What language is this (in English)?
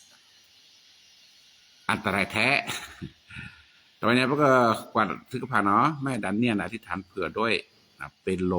S'gaw Karen